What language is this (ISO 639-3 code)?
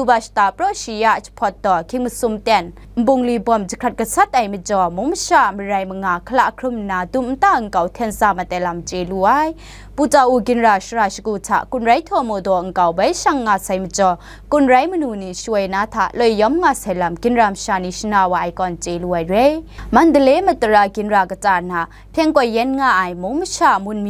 kac